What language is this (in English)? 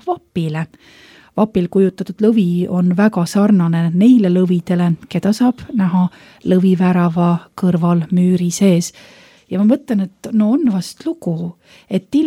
Estonian